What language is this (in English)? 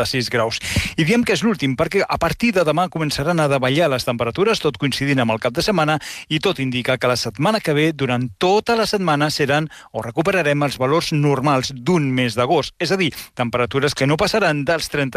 Catalan